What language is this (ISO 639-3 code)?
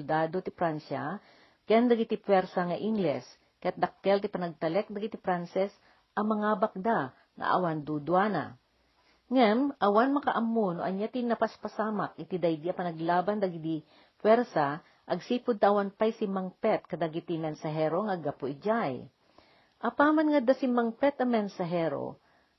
ilo